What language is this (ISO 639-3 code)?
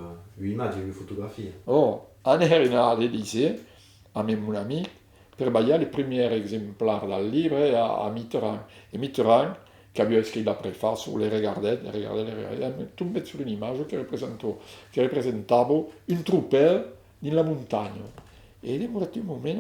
oci